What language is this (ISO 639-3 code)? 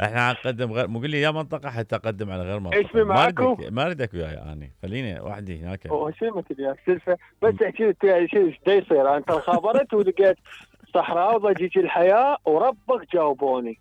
acm